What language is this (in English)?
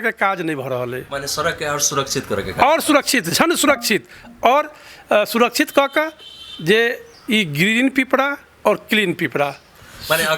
Maithili